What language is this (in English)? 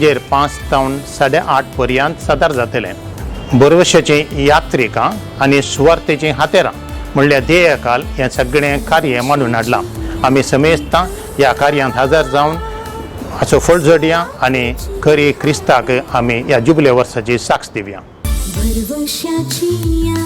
Konkani